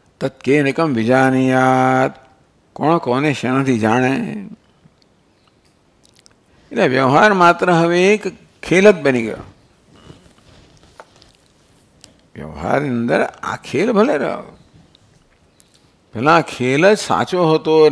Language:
Gujarati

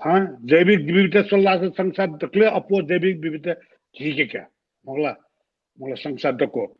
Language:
Newari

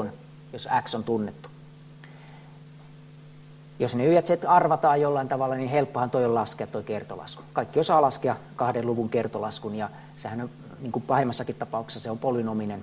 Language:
Finnish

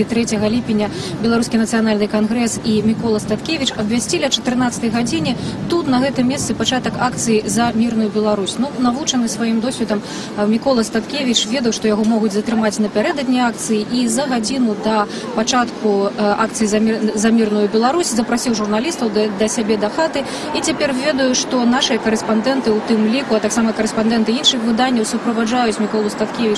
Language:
Belarusian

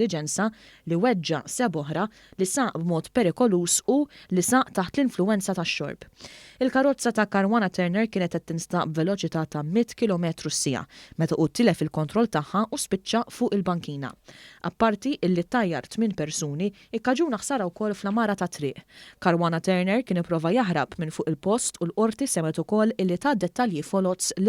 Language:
Maltese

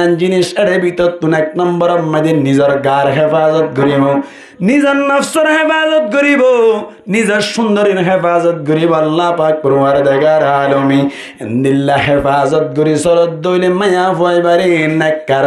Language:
Rohingya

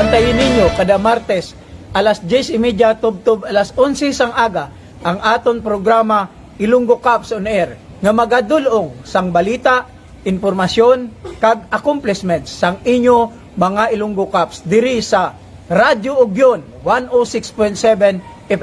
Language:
Hiligaynon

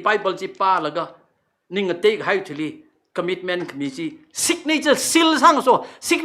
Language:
Tangkhul Naga (India)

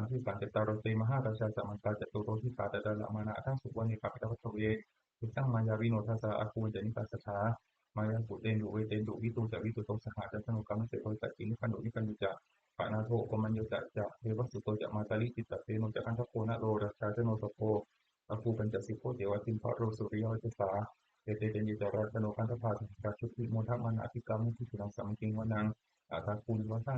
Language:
Pali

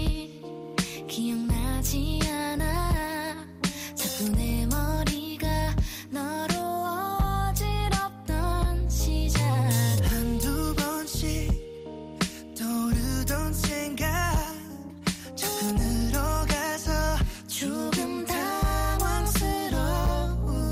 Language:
Korean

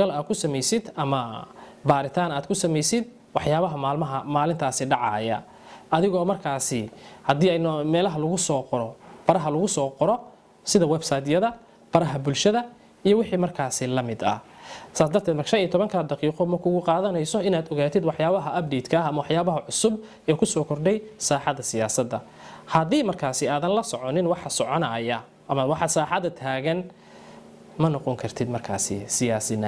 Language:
Somali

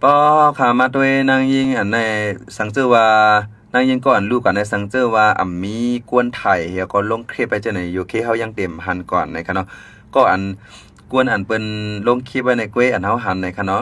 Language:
Shan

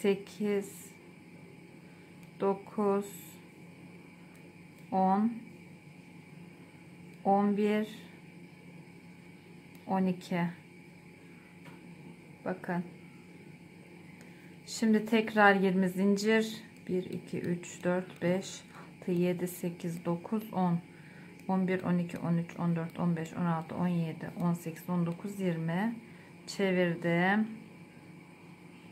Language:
Turkish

